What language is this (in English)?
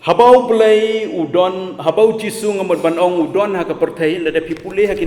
Khasi